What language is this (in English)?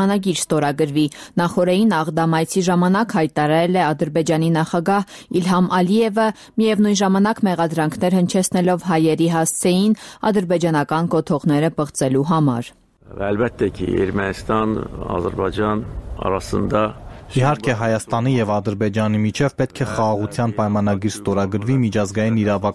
Armenian